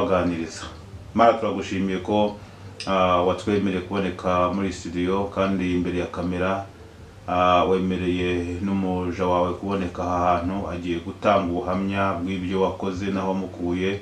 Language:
Kinyarwanda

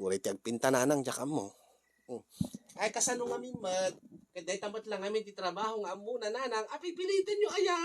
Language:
Iloko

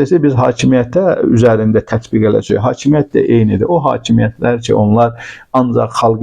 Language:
Azerbaijani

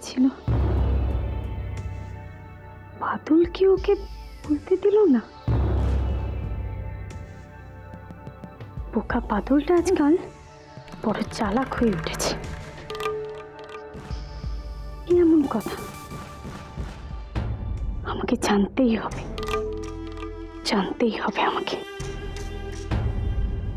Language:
Bangla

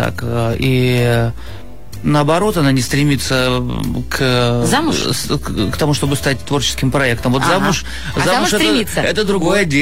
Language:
Russian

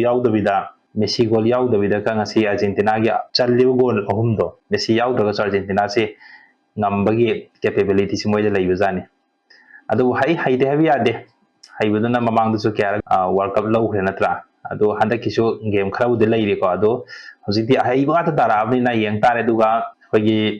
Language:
Manipuri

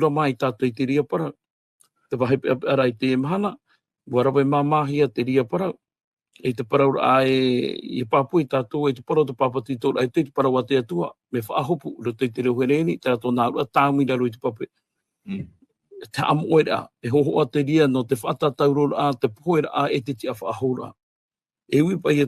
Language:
Tahitian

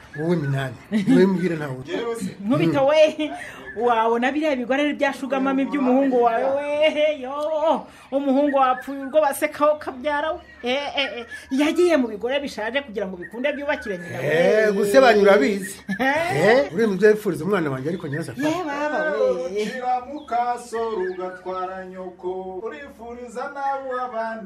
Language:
Kinyarwanda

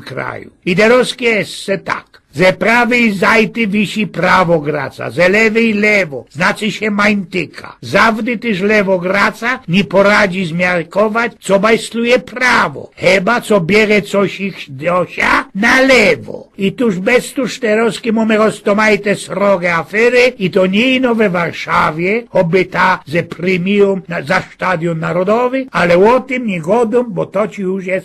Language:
Silesian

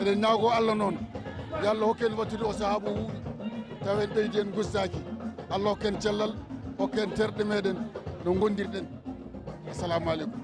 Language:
Fula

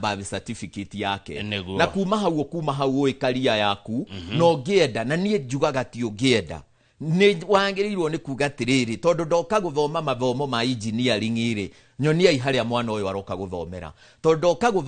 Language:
Kikuyu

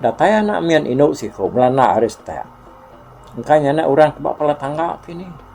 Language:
Iban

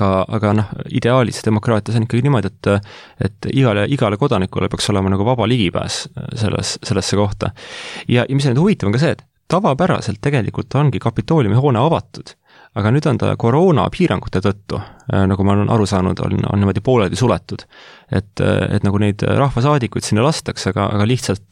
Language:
Estonian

